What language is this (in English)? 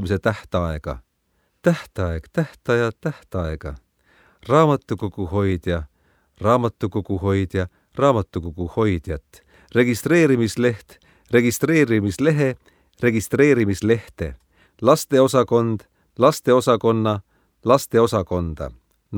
Estonian